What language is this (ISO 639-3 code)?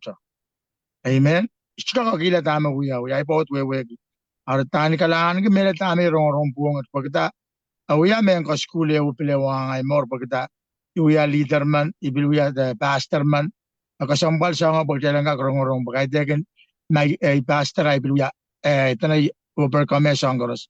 pon